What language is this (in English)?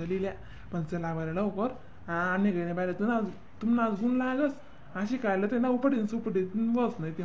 Khandesi